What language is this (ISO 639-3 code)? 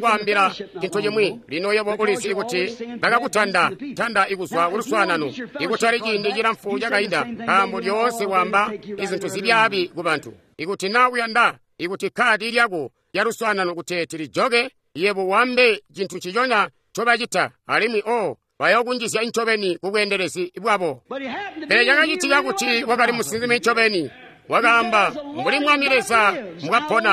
toi